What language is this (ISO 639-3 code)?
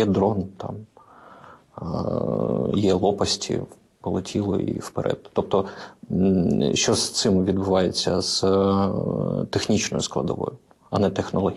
ukr